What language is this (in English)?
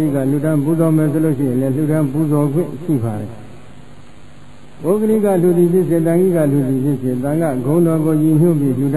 Burmese